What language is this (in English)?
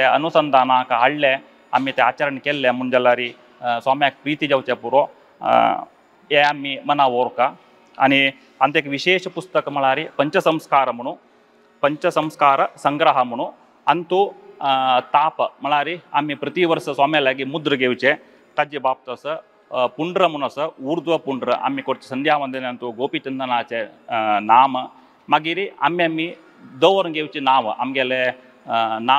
Konkani